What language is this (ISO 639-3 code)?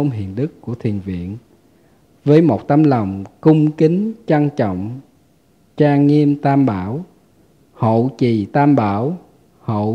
vie